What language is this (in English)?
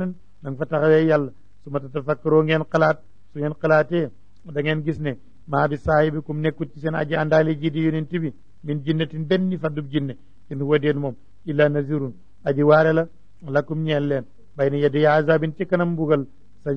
Wolof